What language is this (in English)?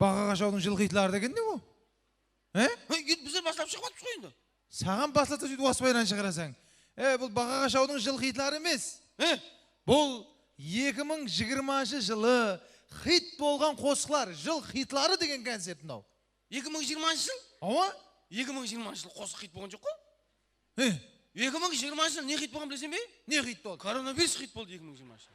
Kara-Kalpak